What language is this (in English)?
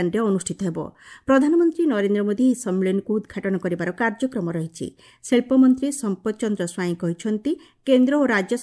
Odia